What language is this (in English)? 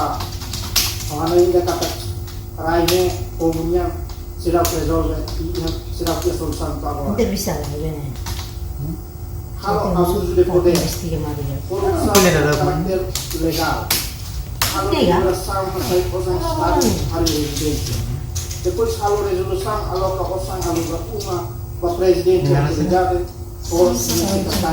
Tetum